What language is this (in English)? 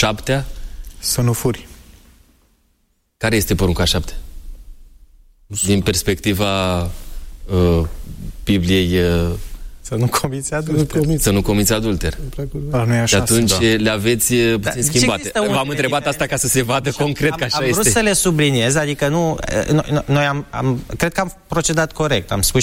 Romanian